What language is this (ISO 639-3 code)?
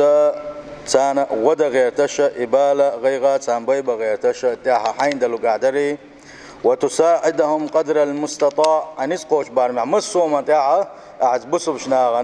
che